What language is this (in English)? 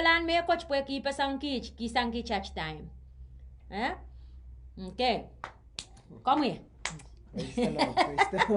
Pohnpeian